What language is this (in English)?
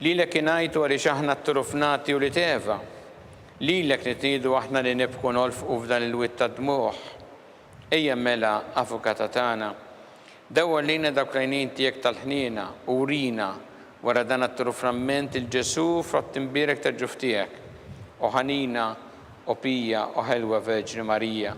Maltese